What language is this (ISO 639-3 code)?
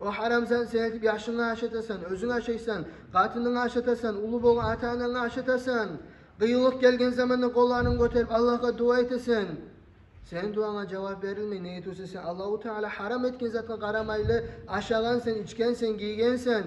kum